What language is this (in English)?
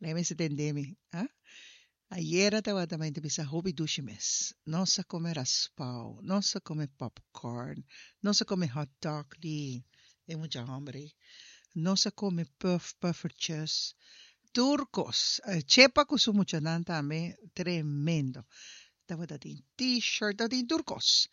Papiamento